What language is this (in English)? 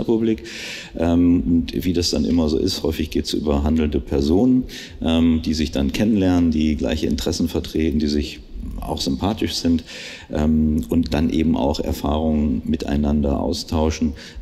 German